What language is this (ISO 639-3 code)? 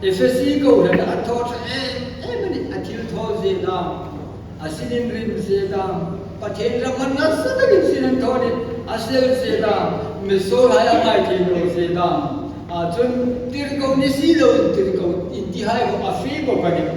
hmr